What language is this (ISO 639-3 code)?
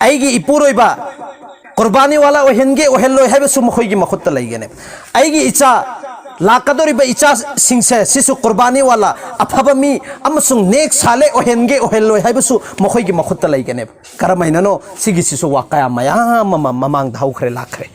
mni